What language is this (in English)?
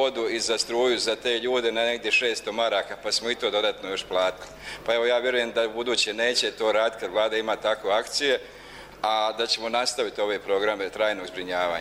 Bosnian